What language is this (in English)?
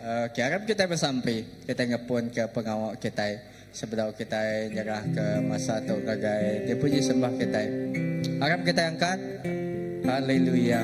Iban